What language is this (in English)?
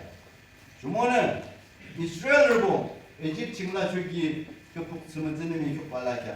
Yimchungru Naga